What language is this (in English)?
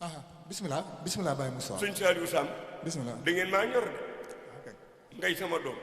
Wolof